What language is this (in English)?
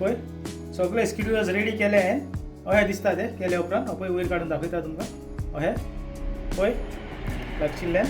Konkani